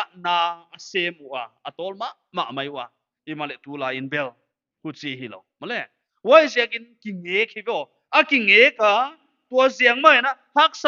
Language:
Paite Chin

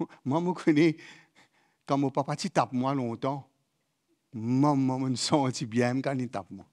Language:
Morisyen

